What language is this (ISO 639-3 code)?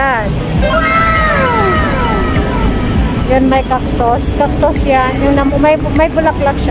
fil